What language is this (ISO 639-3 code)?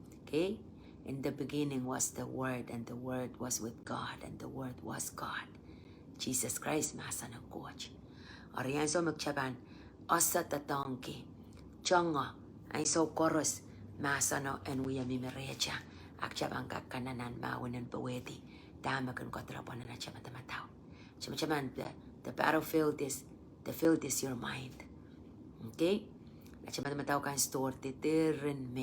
pon